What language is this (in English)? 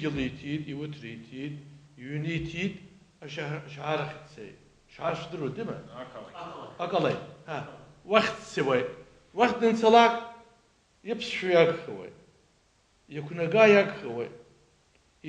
Abkhazian